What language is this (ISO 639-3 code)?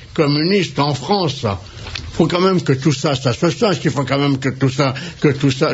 fra